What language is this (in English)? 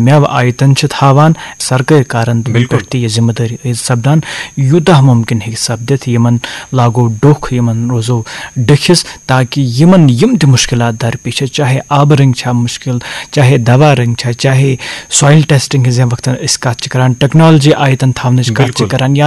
Kashmiri